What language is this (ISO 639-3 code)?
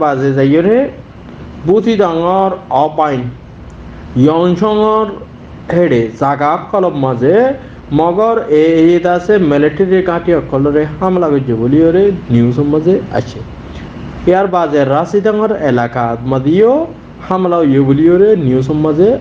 rhg